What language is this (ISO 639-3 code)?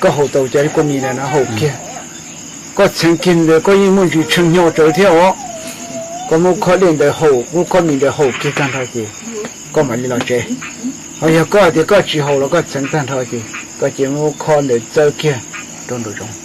hmn